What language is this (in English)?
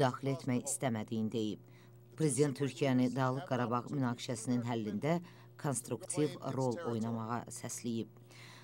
Azerbaijani